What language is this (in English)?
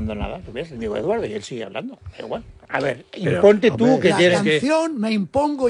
Spanish